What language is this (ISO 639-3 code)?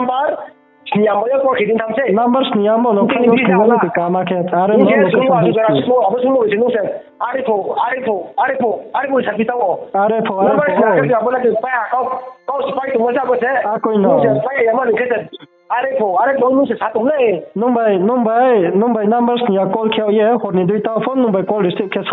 ria